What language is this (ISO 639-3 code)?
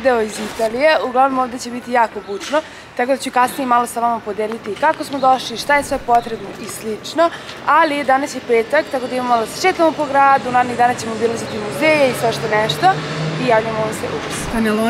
srp